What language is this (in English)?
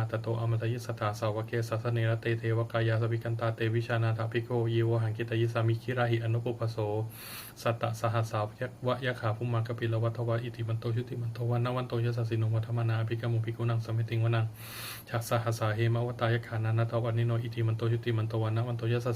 Pali